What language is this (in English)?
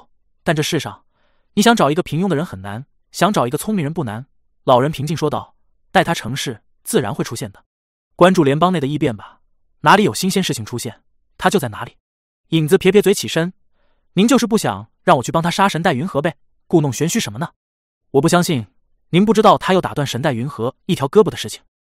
Chinese